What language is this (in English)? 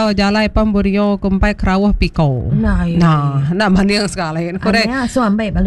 Iban